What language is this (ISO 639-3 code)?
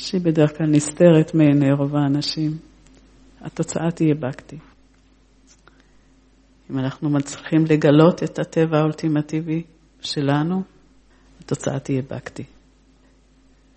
heb